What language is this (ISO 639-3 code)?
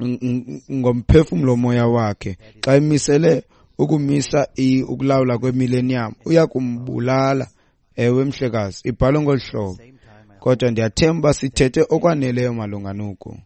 xho